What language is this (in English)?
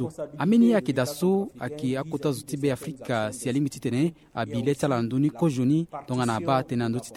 Sango